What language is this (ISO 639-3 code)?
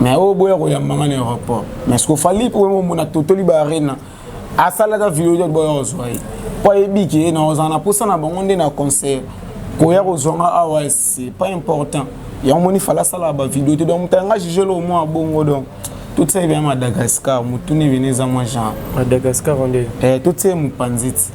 lin